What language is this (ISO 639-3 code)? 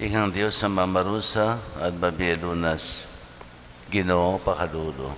pam